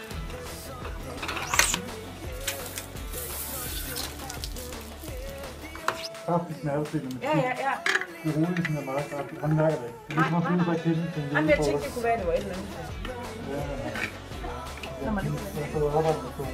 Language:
Danish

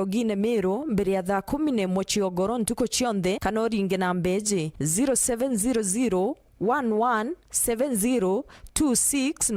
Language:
Meru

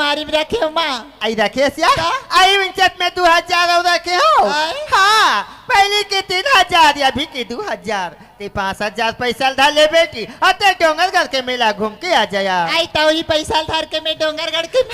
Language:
Chhattisgarhi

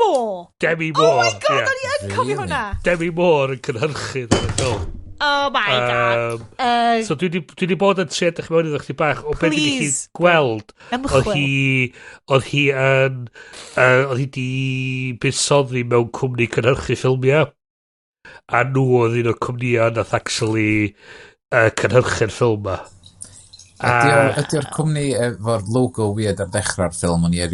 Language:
Welsh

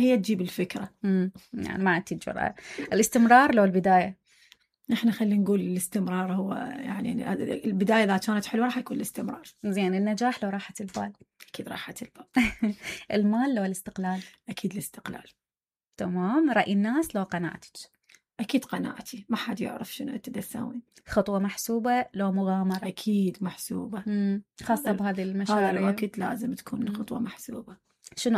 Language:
Mesopotamian Arabic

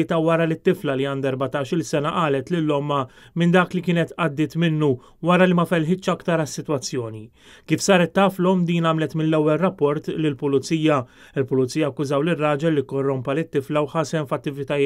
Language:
Maltese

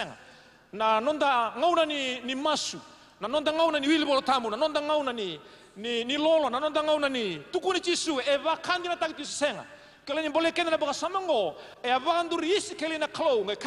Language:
Fijian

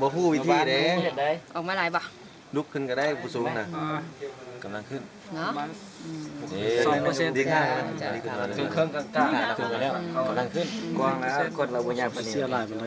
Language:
Lao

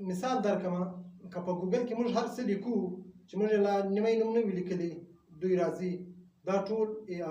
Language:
Pashto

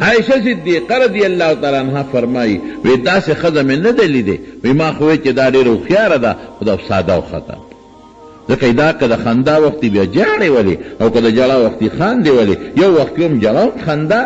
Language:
Pashto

